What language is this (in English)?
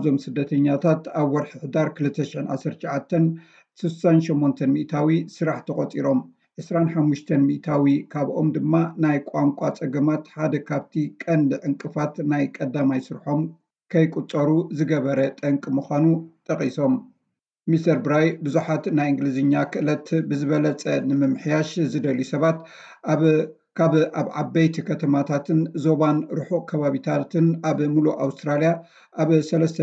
Tigrinya